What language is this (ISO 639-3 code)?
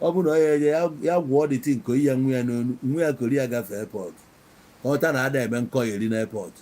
ibo